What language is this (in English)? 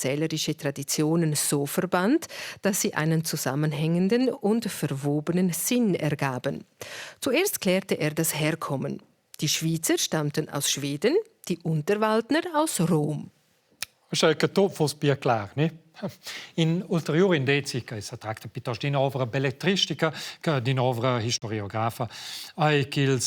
Romansh